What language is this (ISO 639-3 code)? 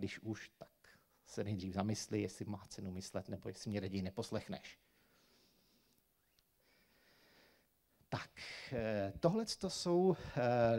ces